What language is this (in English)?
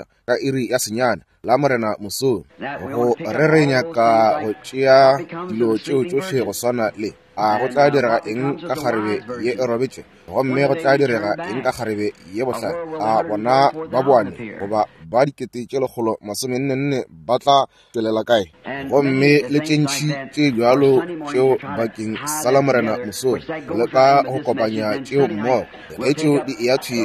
Northern Sotho